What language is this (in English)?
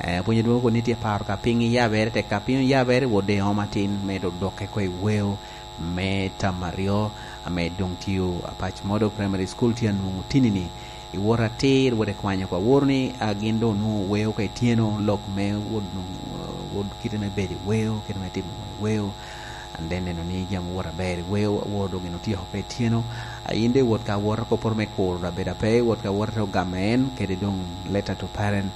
Lango (Uganda)